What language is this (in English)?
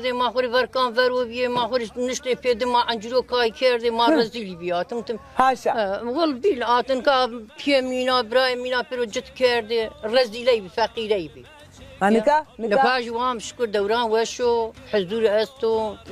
Zaza